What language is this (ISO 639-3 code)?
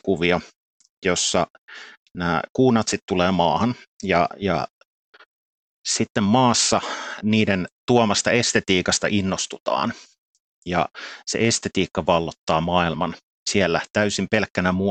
fin